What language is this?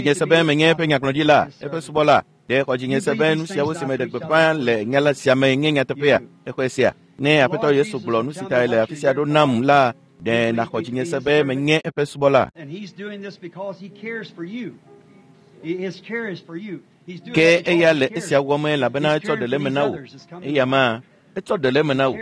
Ewe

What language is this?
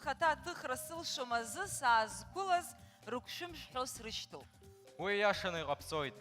Abkhazian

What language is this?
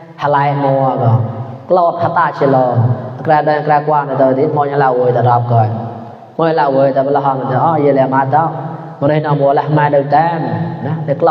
Mon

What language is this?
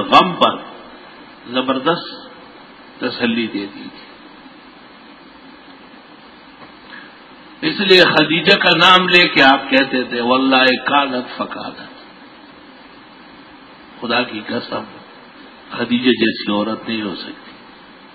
Urdu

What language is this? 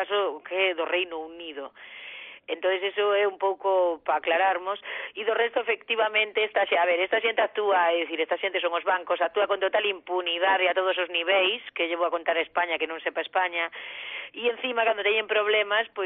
Galician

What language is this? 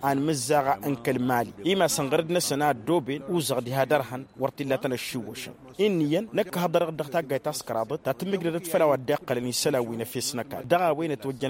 Tamasheq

